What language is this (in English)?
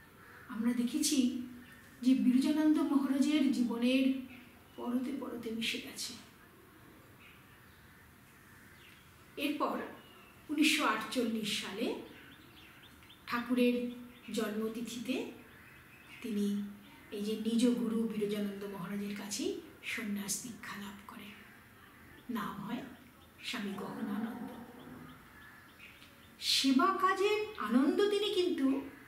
Bangla